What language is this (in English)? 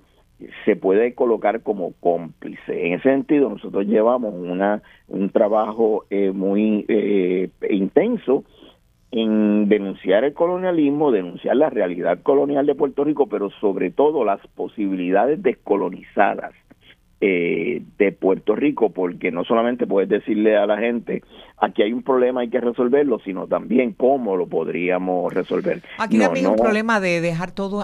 Spanish